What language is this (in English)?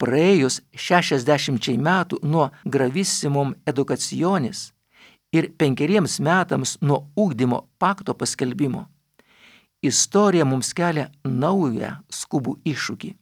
Lithuanian